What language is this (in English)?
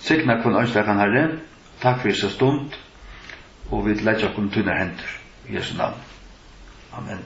Faroese